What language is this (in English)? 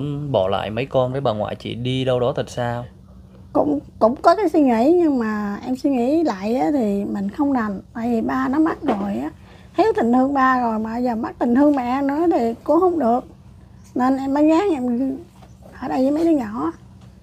Vietnamese